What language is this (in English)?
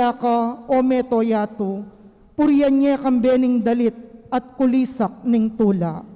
Pampanga